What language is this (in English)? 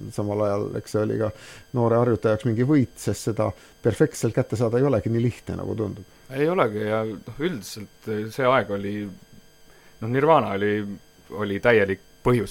Estonian